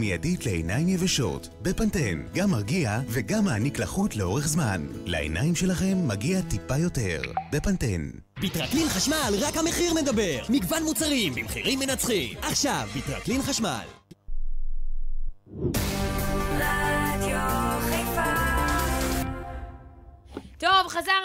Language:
Hebrew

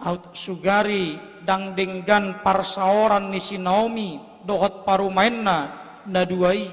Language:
Batak Toba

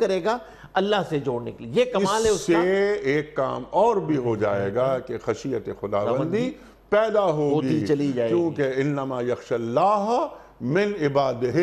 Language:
Urdu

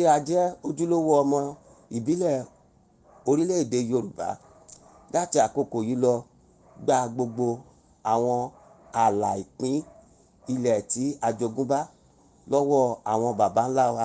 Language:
Yoruba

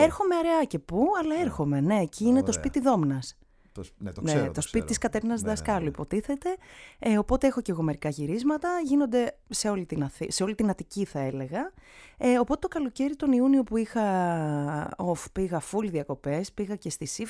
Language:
Greek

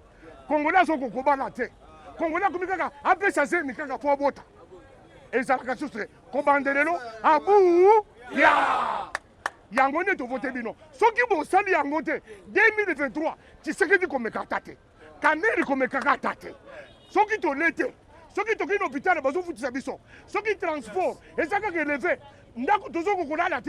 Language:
Lingala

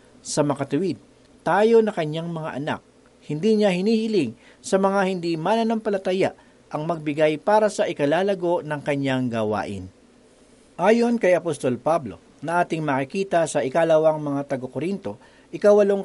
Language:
Filipino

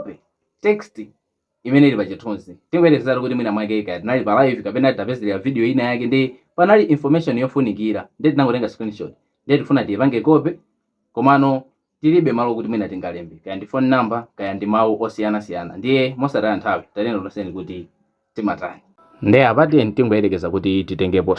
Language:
Nyanja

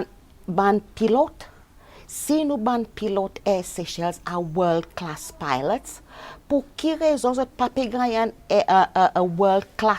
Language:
Seselwa Creole French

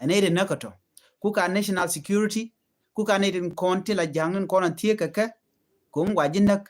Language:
Nuer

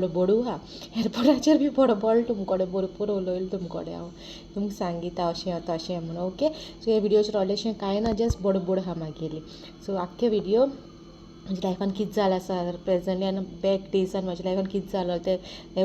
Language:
Konkani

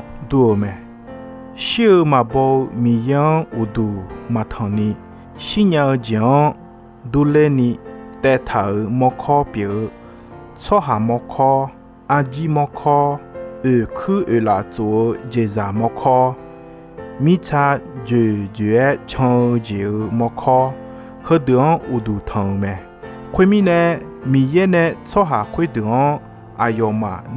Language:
Akha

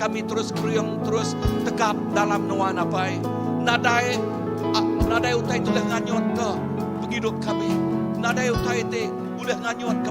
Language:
Iban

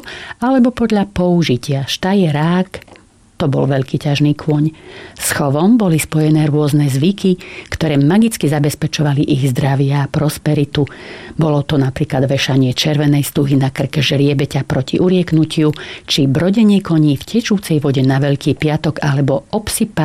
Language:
Slovak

